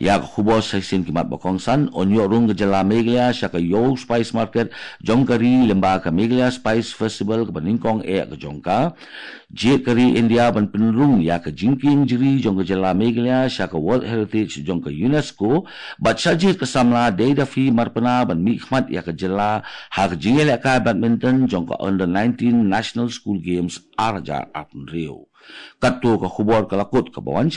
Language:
Khasi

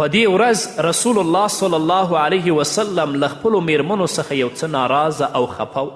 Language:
Pashto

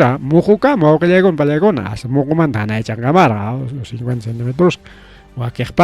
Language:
Ayacucho Quechua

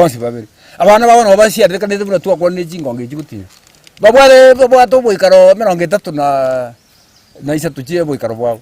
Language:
Gusii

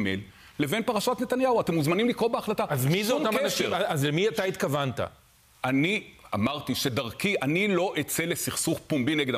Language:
Hebrew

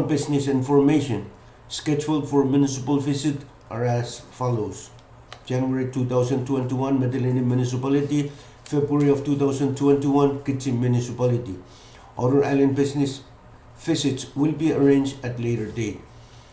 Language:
Pohnpeian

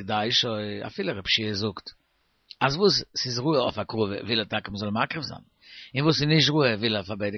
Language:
Yiddish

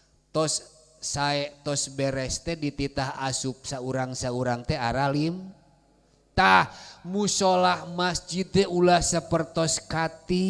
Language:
Sundanese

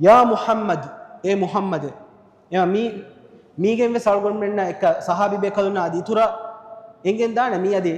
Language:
Divehi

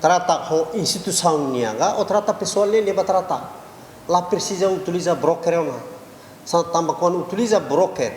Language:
Tetum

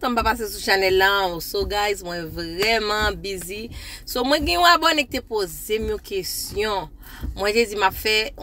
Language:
Haitian Creole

